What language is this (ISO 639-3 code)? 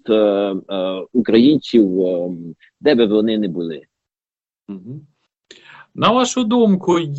ukr